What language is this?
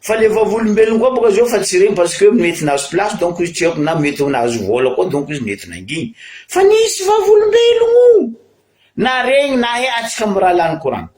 Malagasy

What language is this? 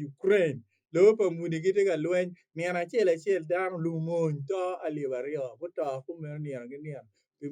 Acoli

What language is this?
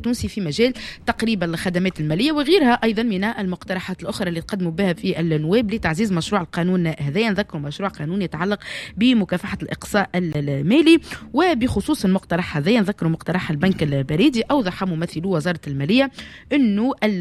Tunisian Arabic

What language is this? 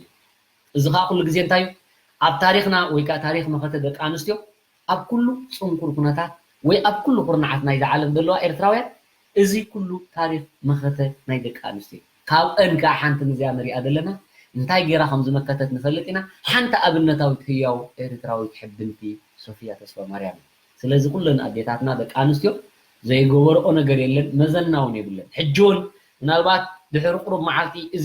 Tigrinya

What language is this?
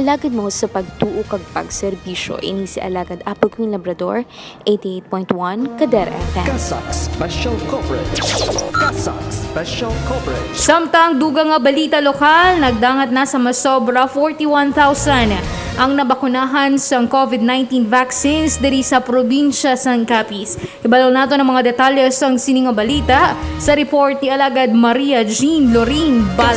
Hiligaynon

